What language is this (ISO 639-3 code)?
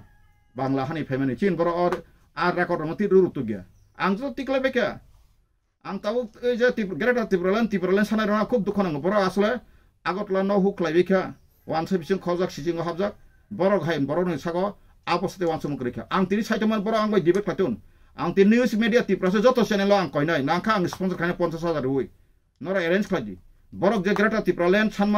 trp